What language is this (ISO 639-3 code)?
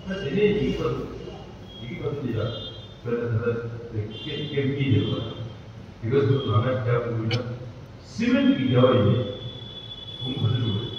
bod